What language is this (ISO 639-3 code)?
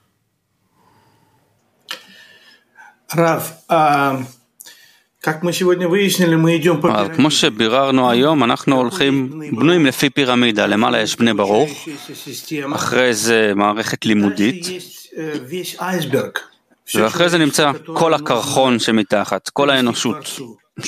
heb